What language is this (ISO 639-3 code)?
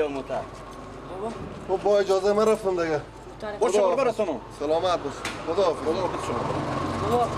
fas